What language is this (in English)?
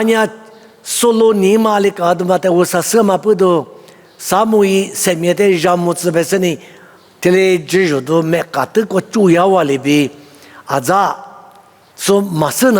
Lisu